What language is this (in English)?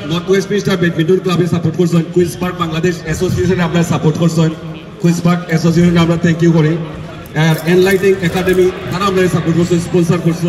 Sylheti